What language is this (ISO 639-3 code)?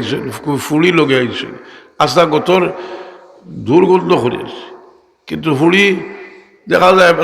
syl